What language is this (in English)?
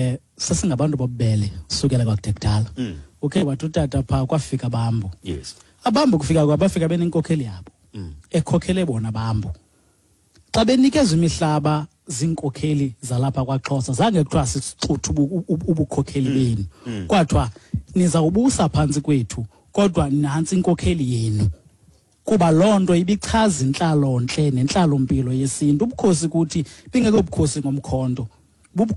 Xhosa